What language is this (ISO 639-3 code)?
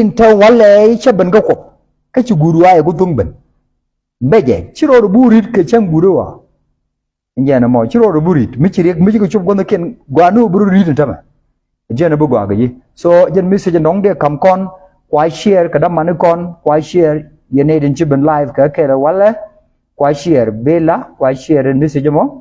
nus